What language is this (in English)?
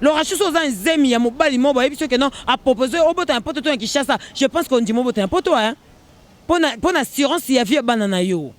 Lingala